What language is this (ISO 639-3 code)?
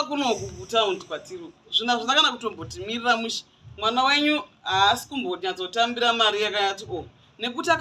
sna